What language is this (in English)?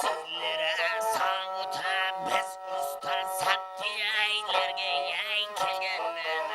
Kara-Kalpak